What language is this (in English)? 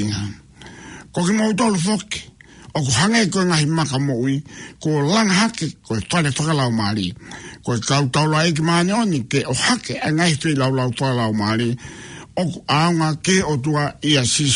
Tongan